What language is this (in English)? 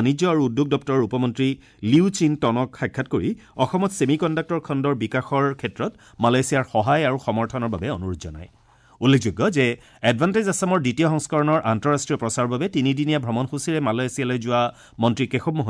Assamese